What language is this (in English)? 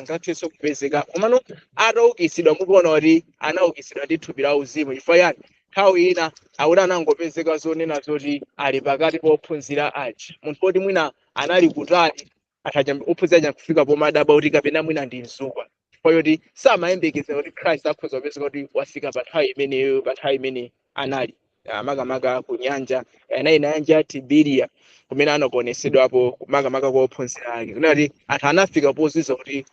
Nyanja